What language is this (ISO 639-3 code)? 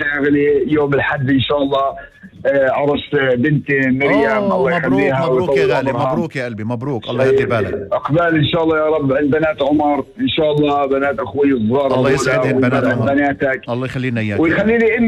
apc